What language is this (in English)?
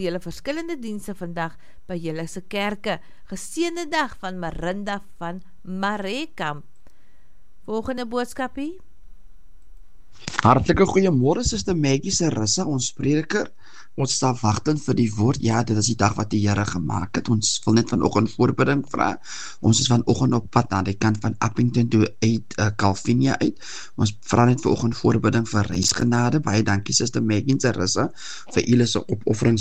Afrikaans